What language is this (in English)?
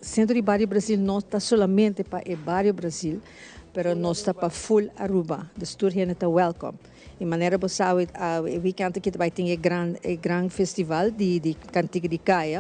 Papiamento